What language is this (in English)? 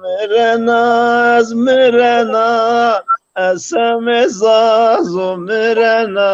Zaza